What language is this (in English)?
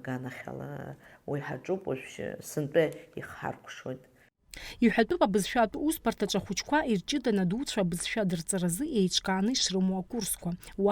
Abkhazian